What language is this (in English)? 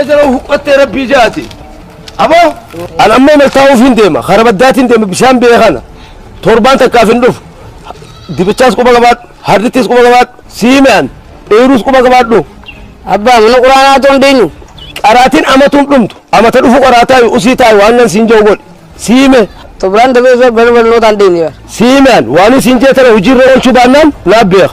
Oromo